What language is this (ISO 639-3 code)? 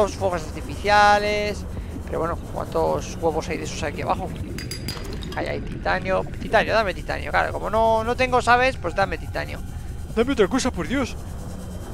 spa